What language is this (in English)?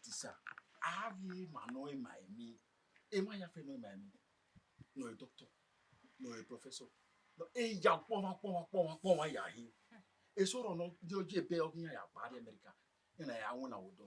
Bini